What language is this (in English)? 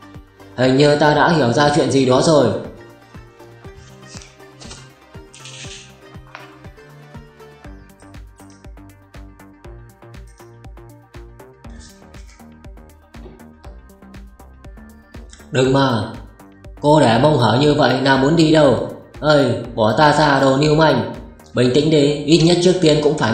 Vietnamese